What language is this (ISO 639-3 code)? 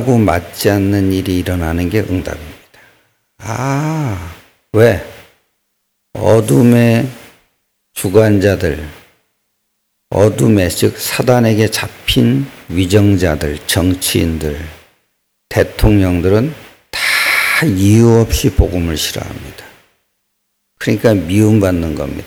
kor